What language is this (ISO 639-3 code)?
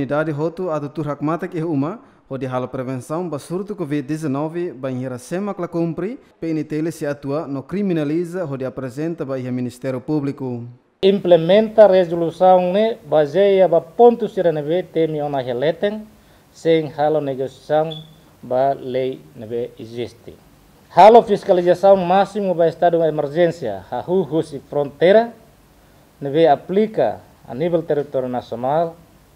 tet